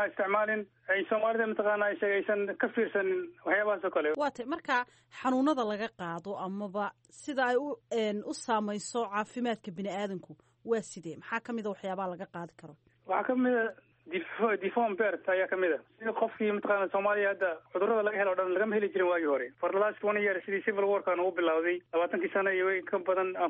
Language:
Somali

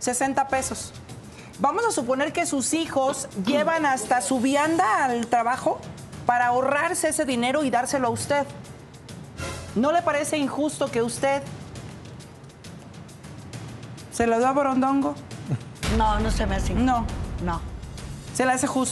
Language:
Spanish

